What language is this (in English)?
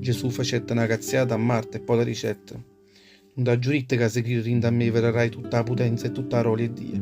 Neapolitan